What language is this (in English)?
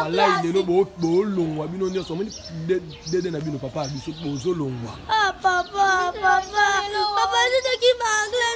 Lingala